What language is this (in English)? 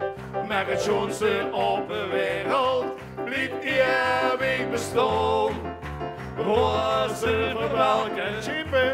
Limburgish